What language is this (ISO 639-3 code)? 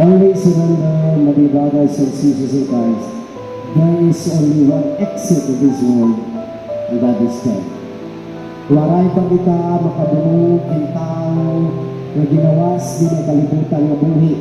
war